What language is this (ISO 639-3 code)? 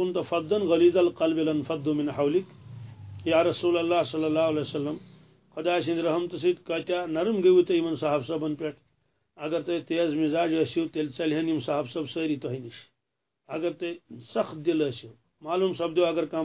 kas